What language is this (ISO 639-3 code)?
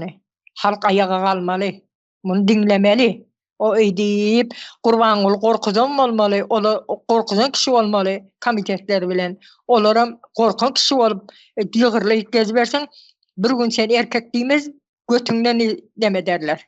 tuk